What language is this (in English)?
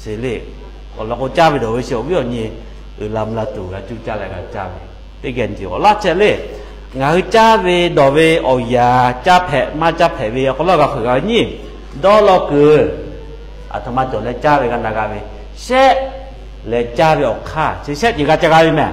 Lahu